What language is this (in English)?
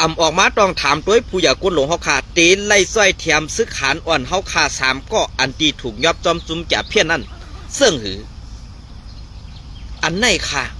Shan